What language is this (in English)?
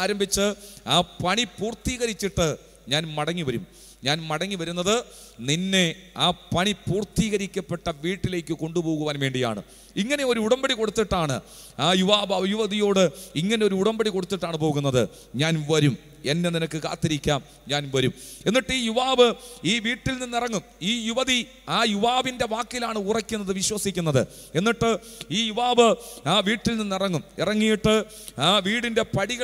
Malayalam